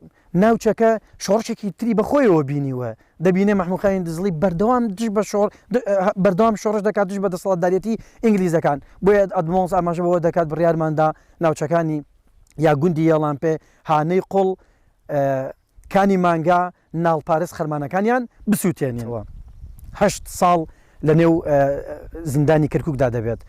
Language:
Central Kurdish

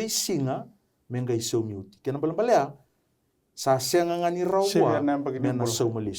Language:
Fijian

